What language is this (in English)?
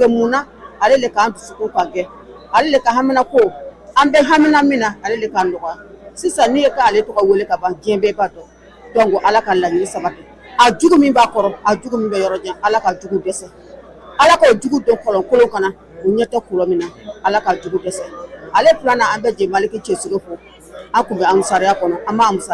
Bambara